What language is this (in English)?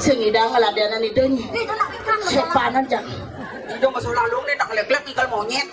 Balinese